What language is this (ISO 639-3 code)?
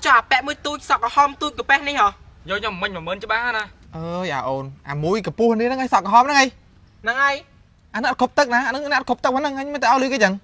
khm